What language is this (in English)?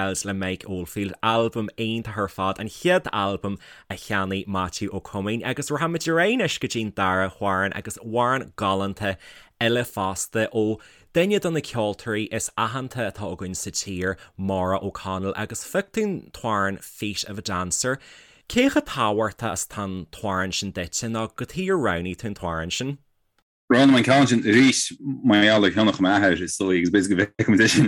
Irish